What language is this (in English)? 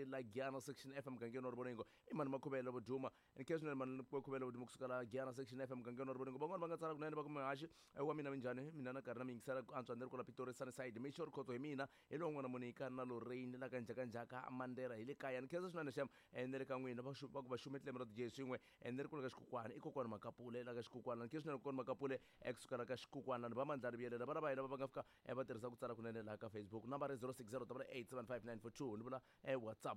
Tsonga